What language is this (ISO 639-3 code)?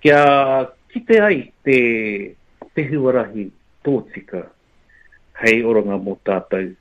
mri